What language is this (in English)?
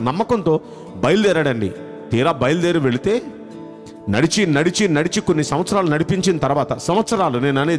Telugu